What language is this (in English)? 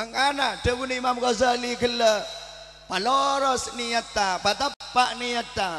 Madurese